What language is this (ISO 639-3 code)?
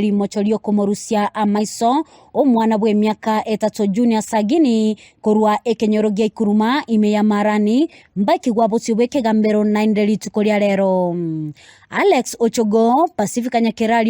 guz